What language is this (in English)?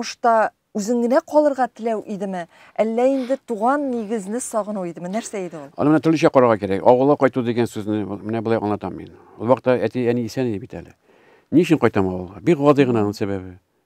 Tatar